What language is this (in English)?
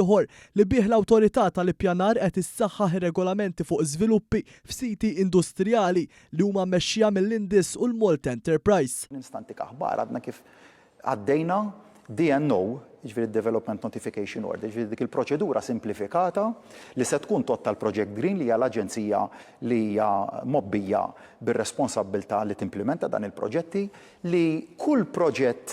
Maltese